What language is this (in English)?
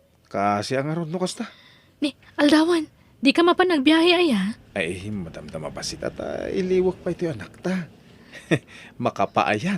Iloko